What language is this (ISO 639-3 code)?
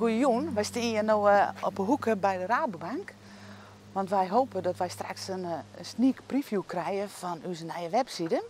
fry